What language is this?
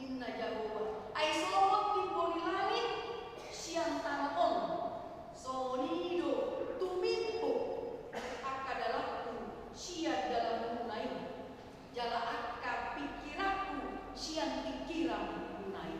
Batak Toba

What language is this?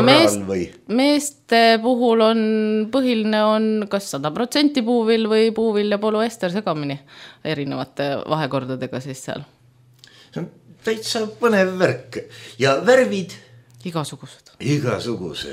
Estonian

